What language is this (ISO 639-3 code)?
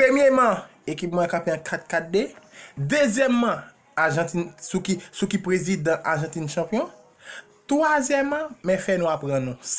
hat